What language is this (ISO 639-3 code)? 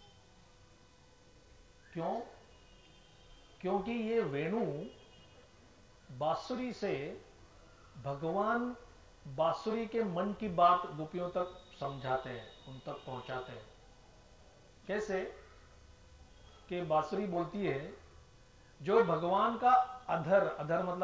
hin